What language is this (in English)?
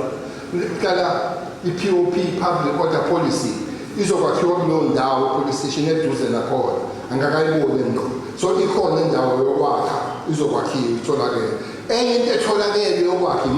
Zulu